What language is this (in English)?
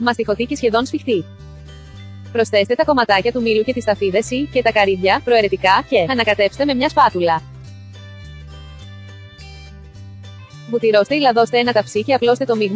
Greek